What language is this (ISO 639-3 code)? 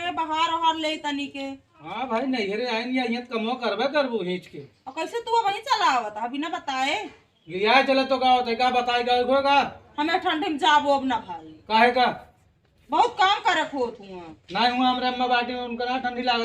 awa